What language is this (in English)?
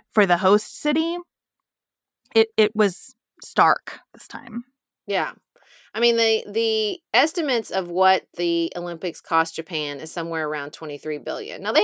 English